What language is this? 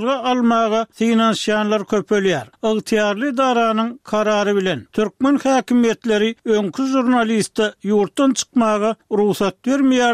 Turkmen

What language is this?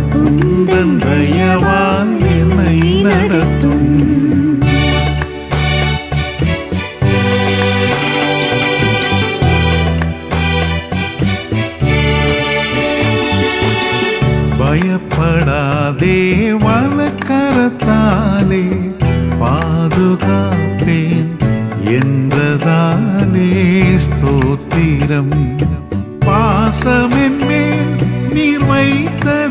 Tamil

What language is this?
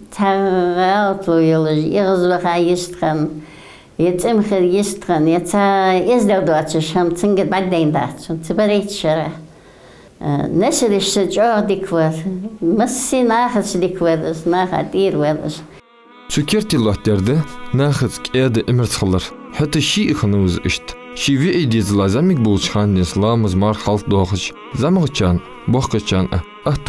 Ingush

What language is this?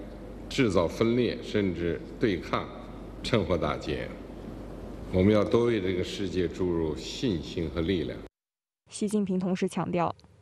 Chinese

